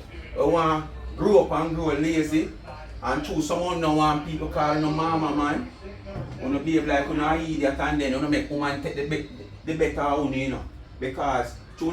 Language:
Jamaican Creole English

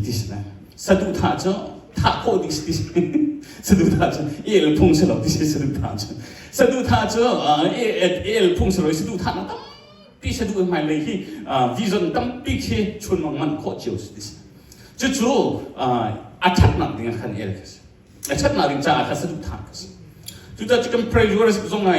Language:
Hakha Chin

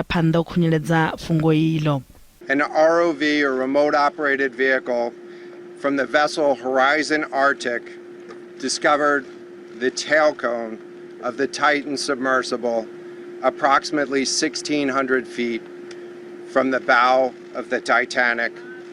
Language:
Venda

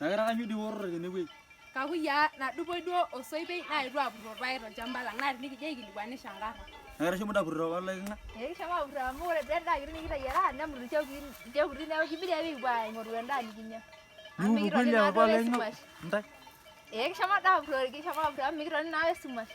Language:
Masai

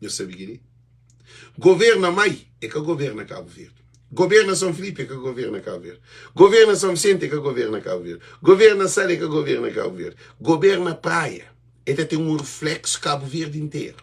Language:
Kabuverdianu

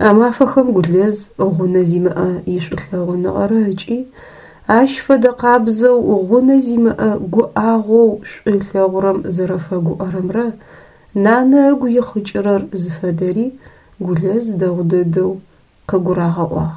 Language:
Adyghe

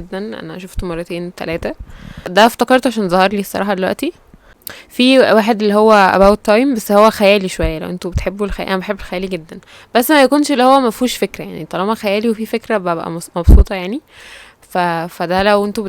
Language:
Egyptian Arabic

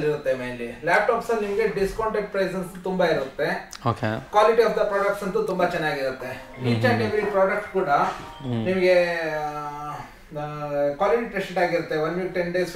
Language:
Kannada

